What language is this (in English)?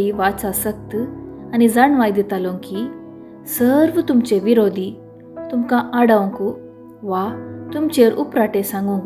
Konkani